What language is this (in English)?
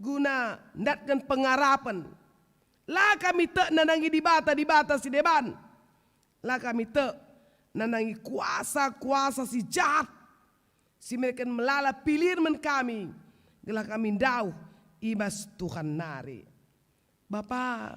Batak Karo